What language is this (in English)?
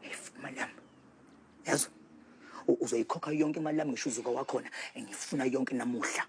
Zulu